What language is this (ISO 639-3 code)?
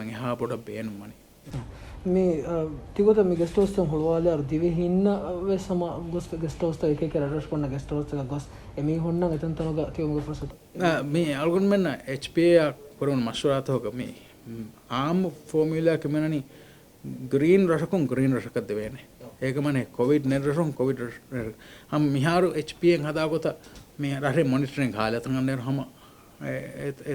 div